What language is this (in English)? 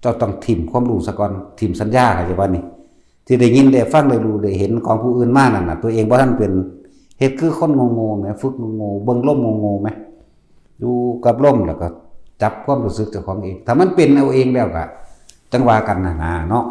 Northeastern Thai